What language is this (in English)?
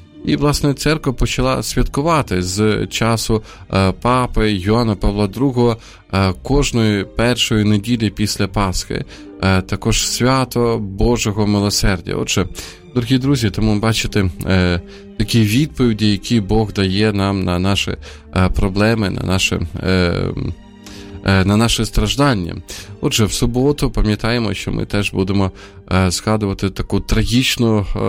Ukrainian